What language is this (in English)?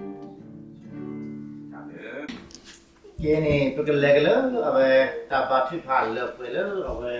S'gaw Karen